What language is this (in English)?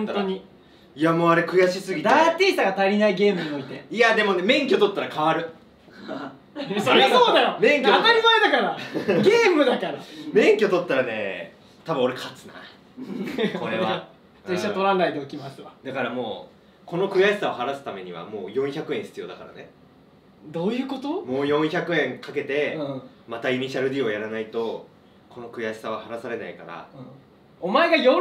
Japanese